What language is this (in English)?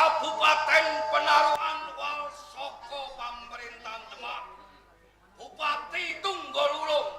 Javanese